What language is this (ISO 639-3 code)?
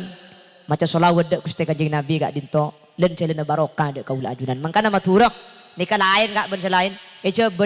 mad